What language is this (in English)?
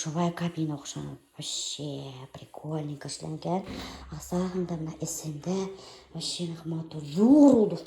Bashkir